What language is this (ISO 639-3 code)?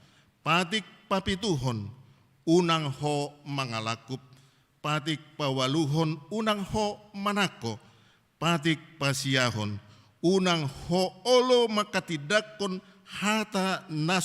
bbc